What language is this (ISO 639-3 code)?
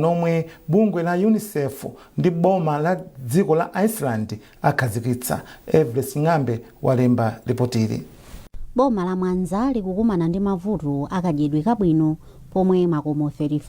nya